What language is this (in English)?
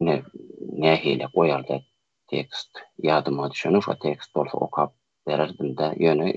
Turkmen